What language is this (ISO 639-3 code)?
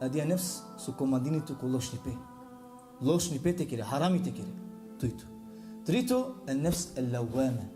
rmn